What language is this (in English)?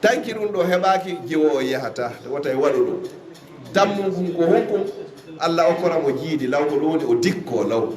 Fula